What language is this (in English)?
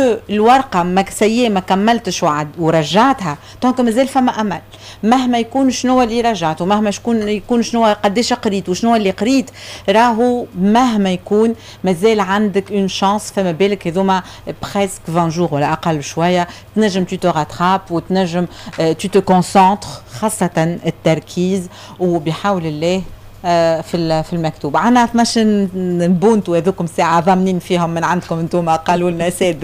Tunisian Arabic